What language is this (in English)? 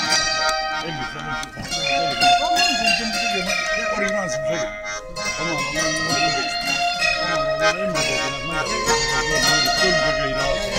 Estonian